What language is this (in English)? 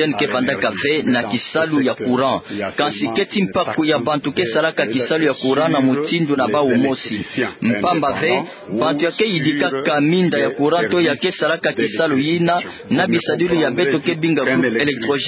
Kituba (Democratic Republic of Congo)